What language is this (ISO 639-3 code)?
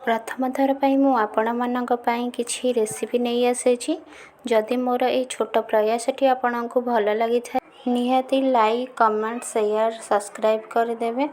ori